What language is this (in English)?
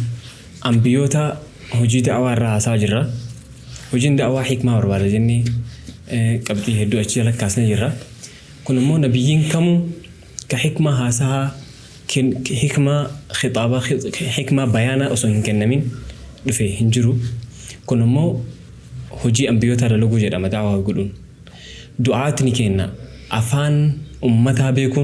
Oromo